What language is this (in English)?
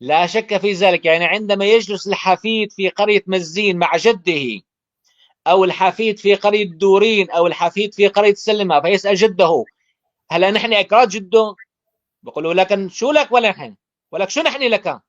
North Levantine Arabic